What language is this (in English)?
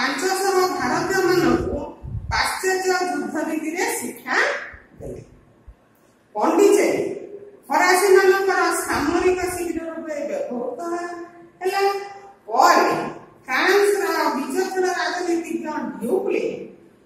Odia